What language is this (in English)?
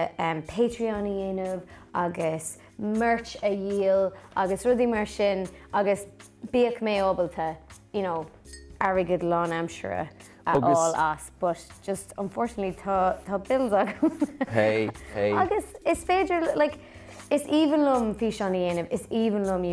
Irish